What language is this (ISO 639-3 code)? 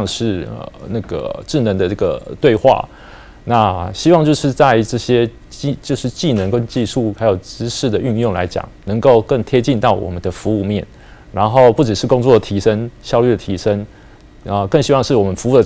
zho